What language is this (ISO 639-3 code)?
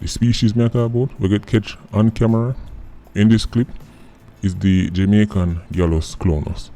jam